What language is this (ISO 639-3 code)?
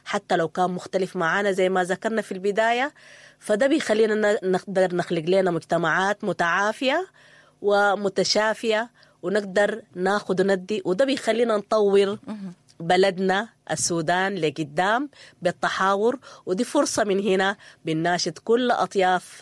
apd